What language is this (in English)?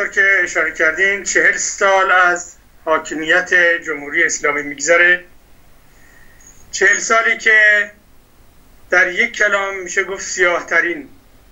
Persian